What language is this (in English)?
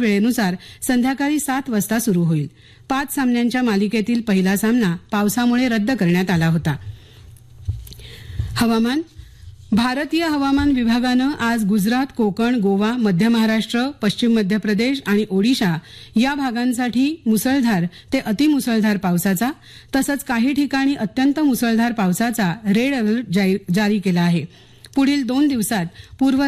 Marathi